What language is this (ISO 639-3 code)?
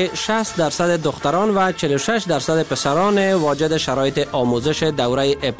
fas